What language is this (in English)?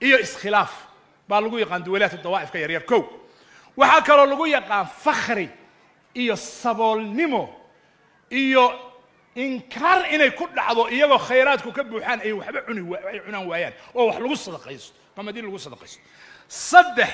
Somali